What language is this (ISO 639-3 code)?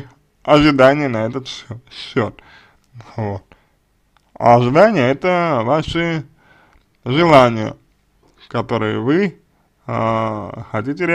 rus